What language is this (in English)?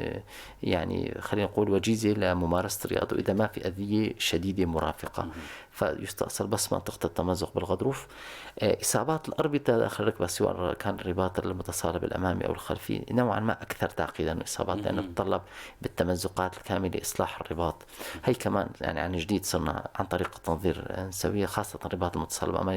North Levantine Arabic